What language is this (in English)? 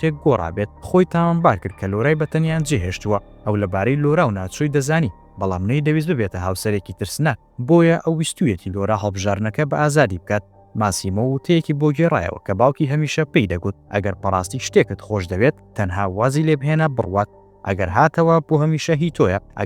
Central Kurdish